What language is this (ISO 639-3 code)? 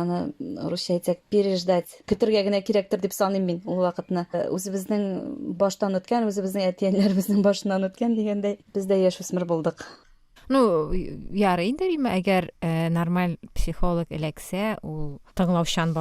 tat